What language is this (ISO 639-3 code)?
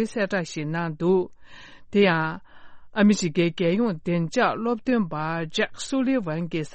bod